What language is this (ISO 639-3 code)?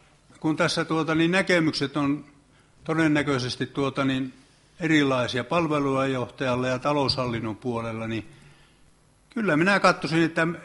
fin